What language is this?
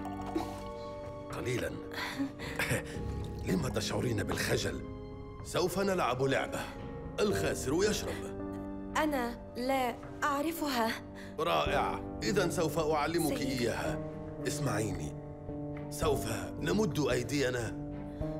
Arabic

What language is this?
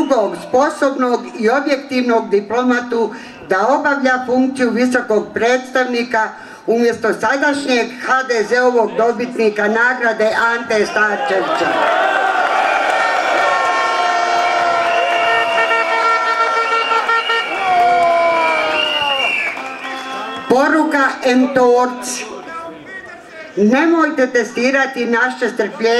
Bosnian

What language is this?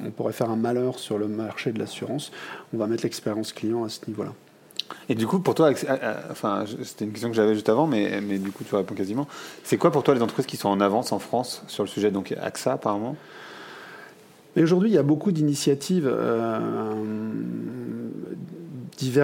French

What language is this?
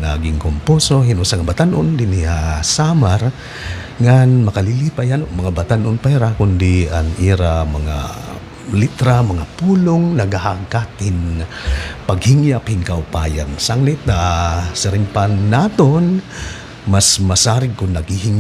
Waray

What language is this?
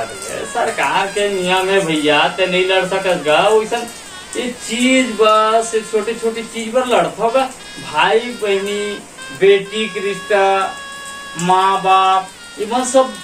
Chhattisgarhi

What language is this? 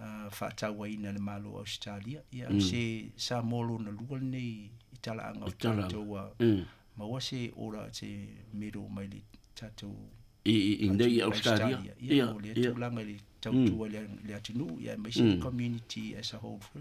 Samoan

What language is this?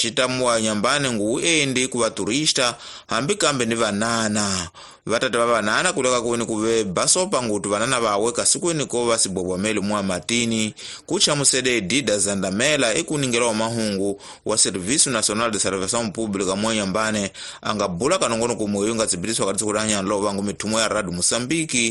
Tsonga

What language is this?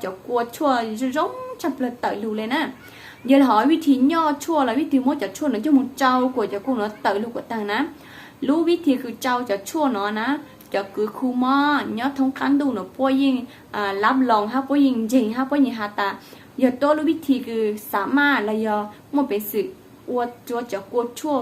Hmong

